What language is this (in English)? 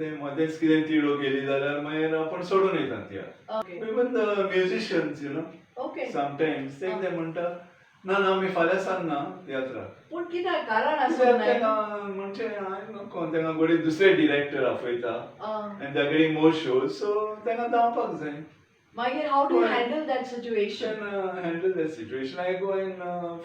Konkani